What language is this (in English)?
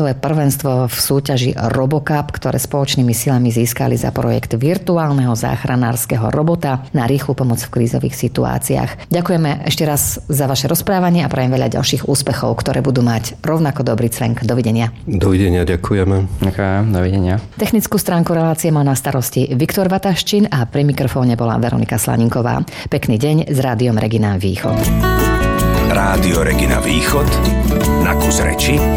Slovak